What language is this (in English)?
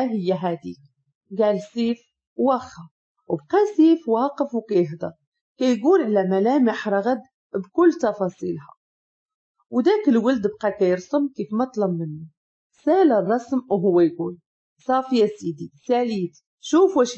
Moroccan Arabic